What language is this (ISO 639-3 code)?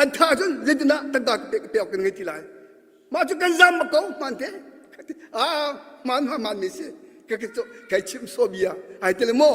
cnh